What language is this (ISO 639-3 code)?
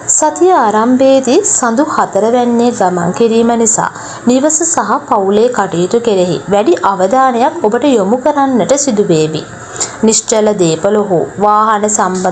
sin